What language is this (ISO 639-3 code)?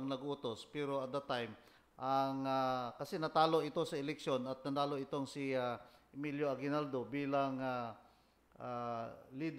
fil